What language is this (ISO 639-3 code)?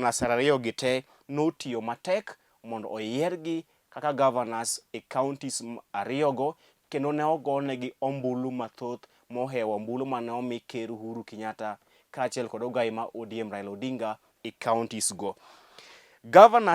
luo